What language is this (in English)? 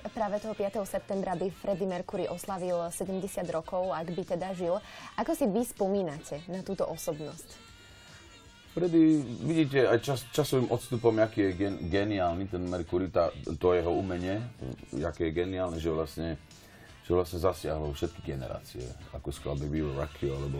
Slovak